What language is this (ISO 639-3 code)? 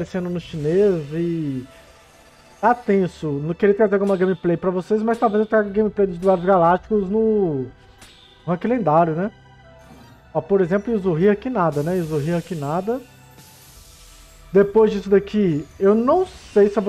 por